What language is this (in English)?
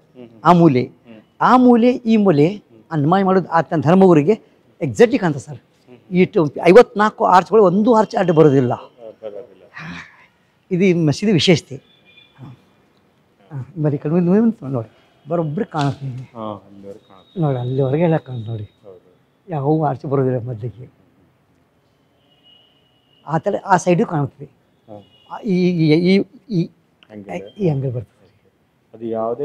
Kannada